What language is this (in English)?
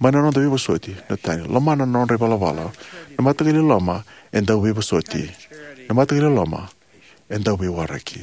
Fijian